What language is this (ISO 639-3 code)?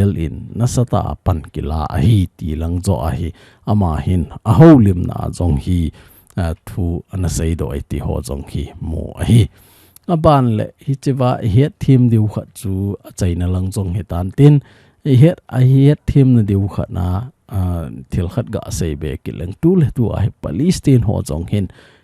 tcz